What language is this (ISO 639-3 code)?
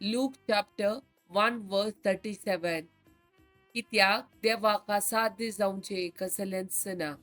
kok